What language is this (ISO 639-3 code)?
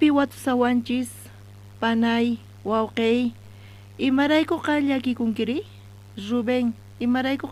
quh